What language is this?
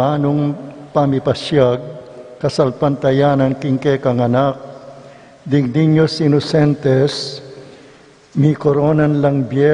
Pampanga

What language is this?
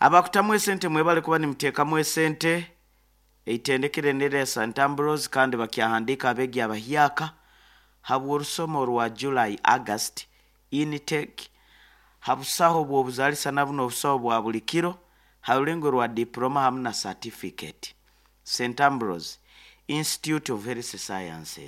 Nyoro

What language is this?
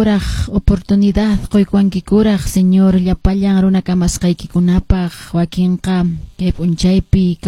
Quechua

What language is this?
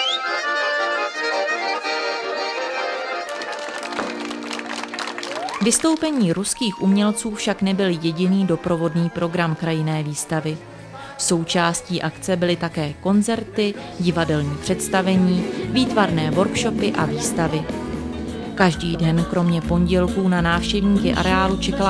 Czech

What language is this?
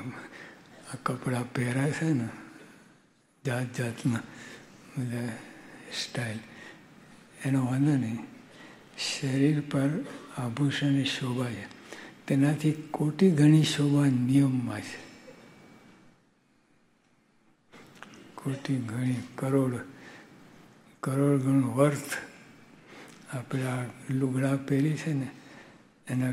Gujarati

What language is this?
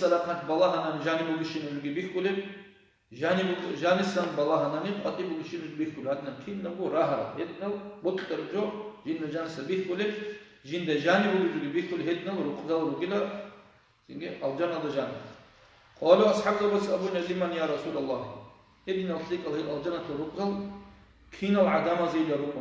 Avaric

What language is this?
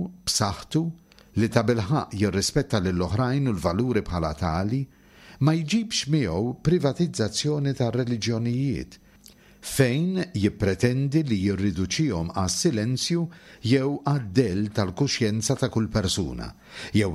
Maltese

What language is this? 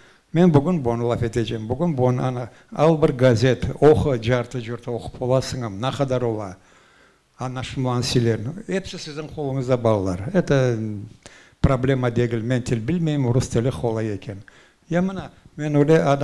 Crimean Tatar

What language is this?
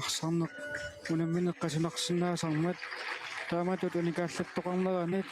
Kalaallisut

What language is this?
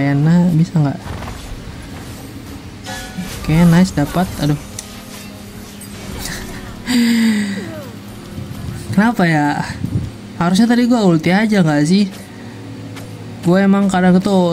Indonesian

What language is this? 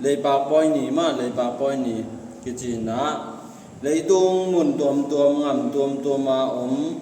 Tedim Chin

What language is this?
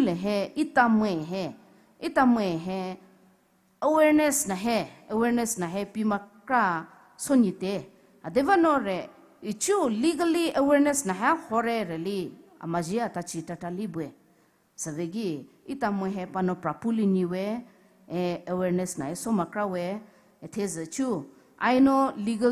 Poumei Naga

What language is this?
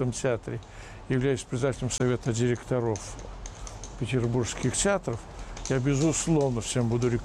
Russian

